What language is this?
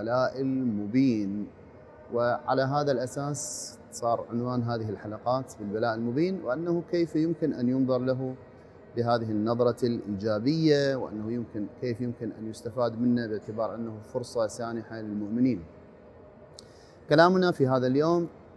Arabic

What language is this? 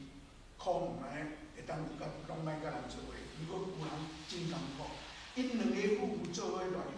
Min Nan Chinese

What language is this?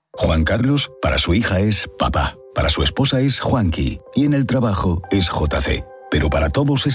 Spanish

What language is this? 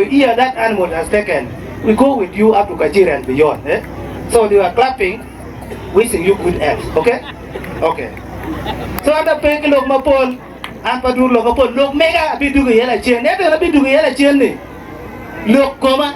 Acoli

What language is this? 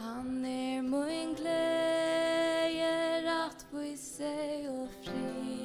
Faroese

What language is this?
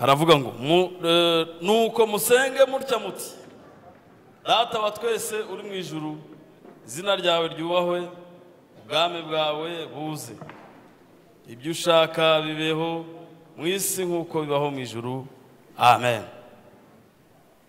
Kinyarwanda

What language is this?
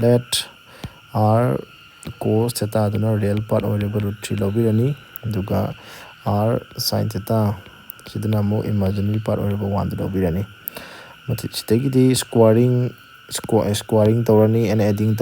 Manipuri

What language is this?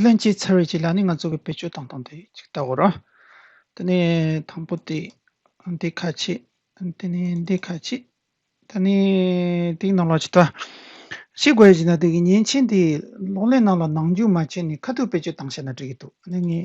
Tibetan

